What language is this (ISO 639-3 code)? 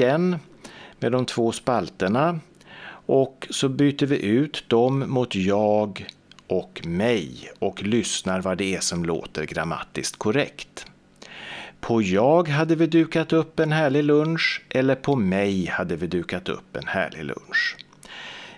swe